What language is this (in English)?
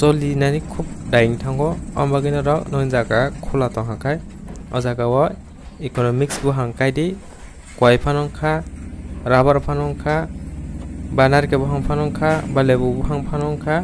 Kok Borok